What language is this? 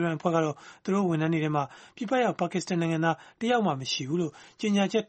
Burmese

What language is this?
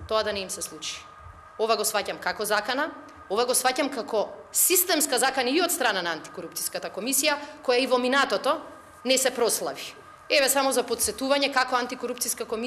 Macedonian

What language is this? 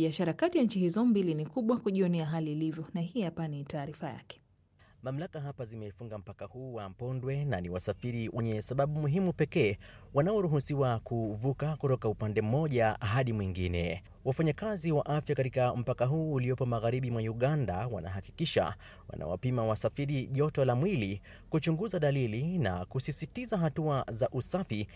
Swahili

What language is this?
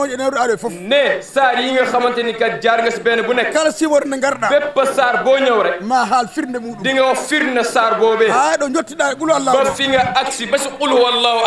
Fula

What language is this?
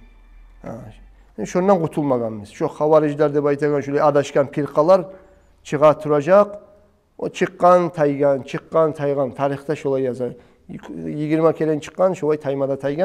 Kumyk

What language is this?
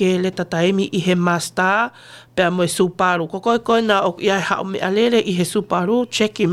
Tongan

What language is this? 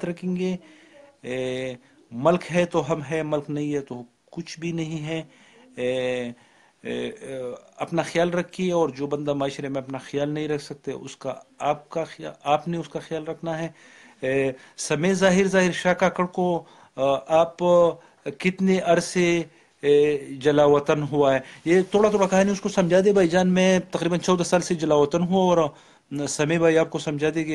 Urdu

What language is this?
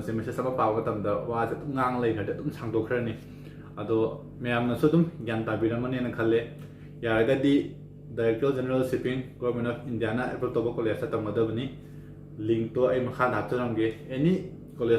Manipuri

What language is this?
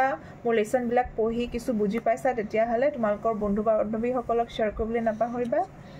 Assamese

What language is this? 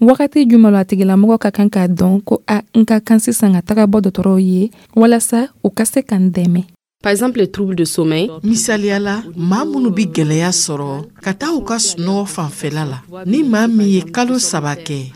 Dyula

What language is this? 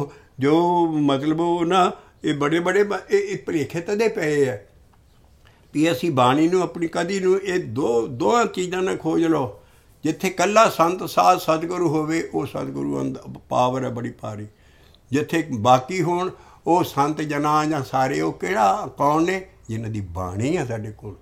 Punjabi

